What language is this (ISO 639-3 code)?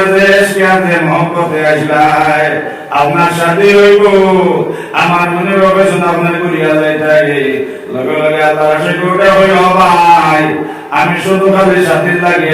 syl